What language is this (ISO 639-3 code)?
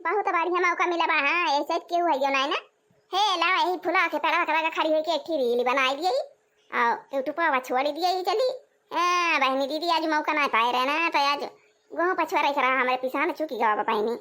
awa